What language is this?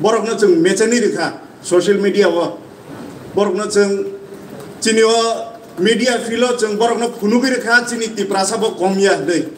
Kok Borok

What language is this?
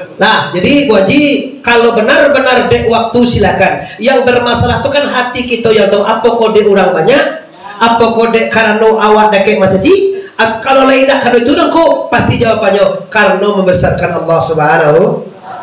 Minangkabau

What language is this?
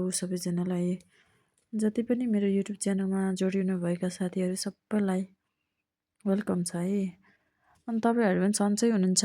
Nepali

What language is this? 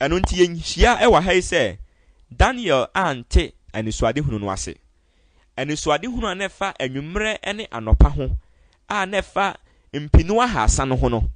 Akan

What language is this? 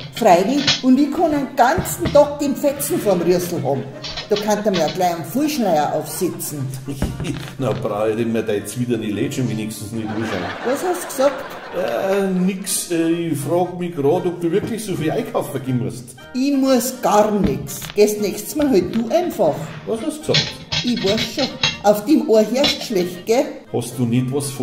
Bavarian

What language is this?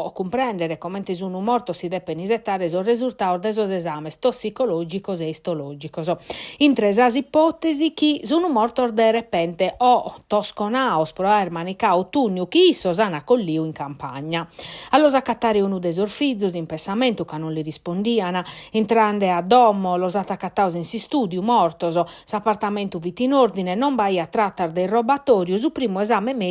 Sardinian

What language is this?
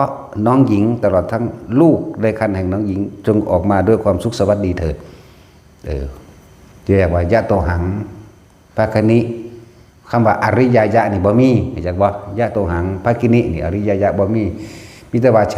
Northeastern Thai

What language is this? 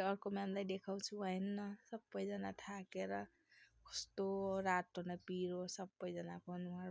Nepali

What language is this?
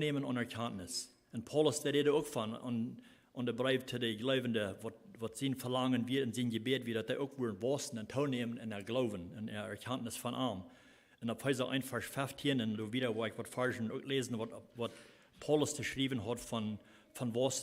Plautdietsch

